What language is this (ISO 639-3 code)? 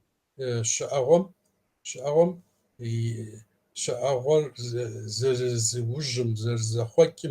kbd